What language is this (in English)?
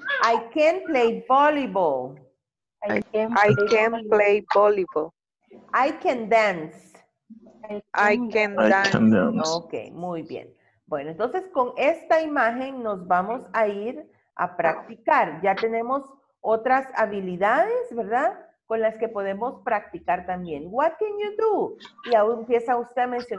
Spanish